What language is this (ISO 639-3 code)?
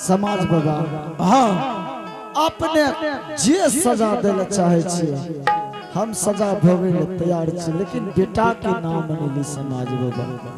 anp